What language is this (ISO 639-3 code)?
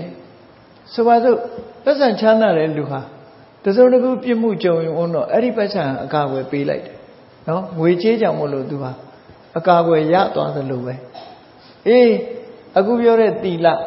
mya